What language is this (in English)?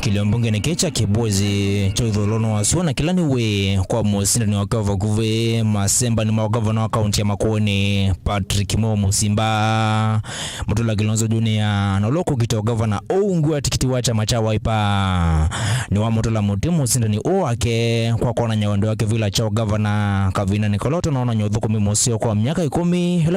Kamba